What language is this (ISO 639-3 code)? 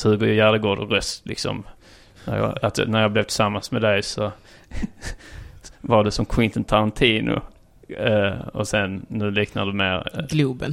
swe